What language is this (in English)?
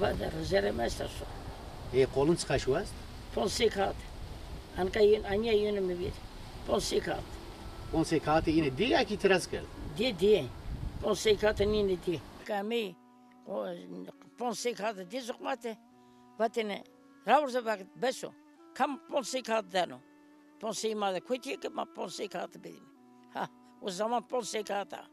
Zaza